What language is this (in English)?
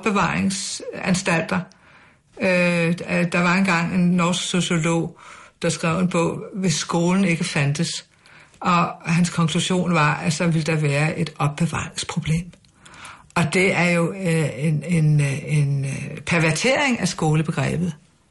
Danish